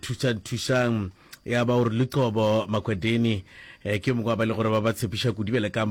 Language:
Northern Sotho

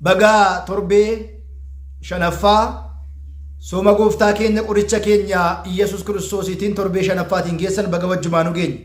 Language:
Oromo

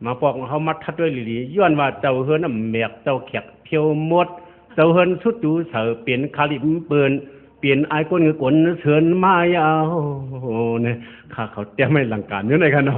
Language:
Shan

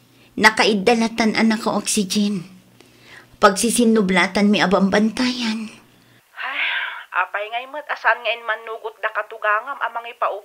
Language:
Iloko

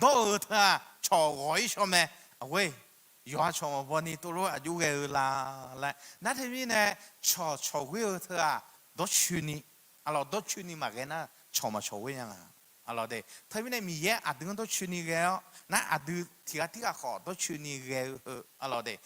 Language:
Akha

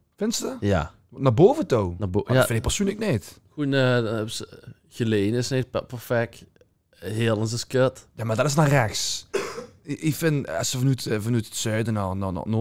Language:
Limburgish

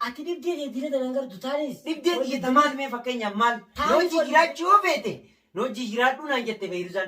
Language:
Oromo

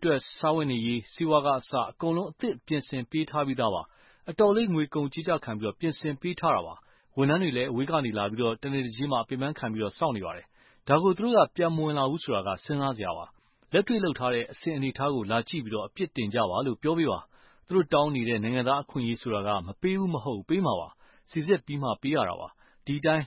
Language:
Burmese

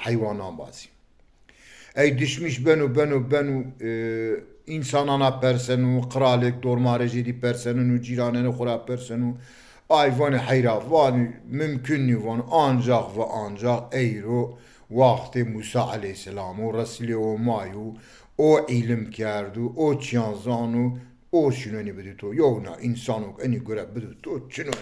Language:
Zaza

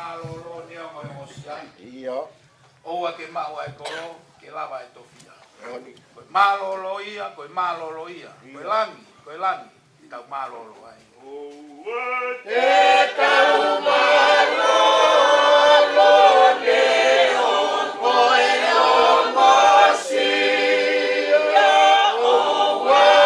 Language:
Tongan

